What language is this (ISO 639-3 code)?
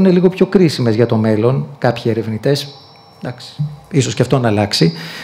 ell